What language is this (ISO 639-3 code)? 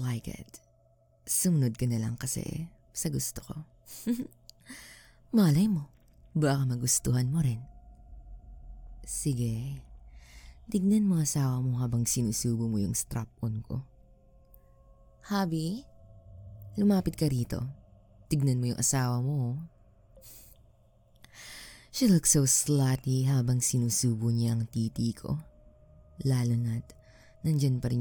fil